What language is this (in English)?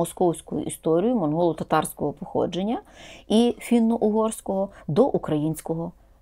Ukrainian